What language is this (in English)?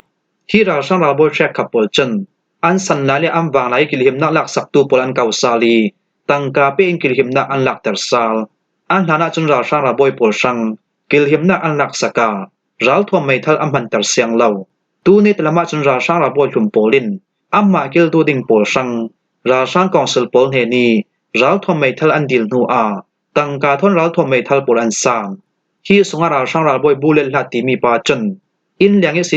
Falam Chin